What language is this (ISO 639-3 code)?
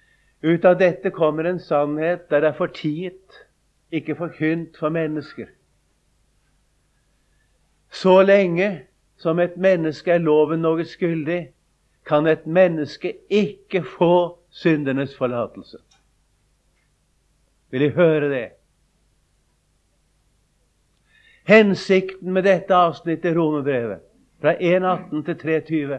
nor